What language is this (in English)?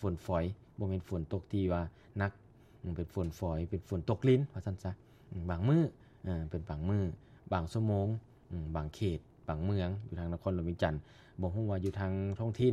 Lao